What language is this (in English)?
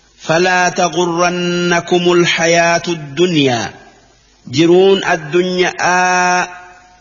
Oromo